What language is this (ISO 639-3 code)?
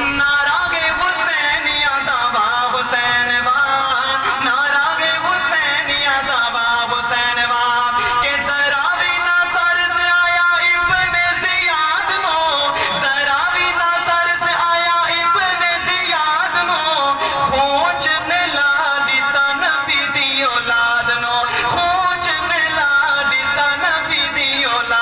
skr